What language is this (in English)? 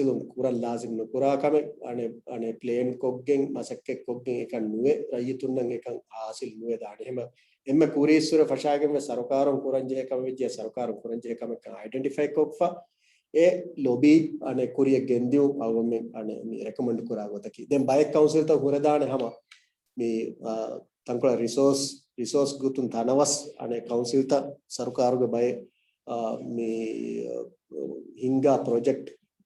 Divehi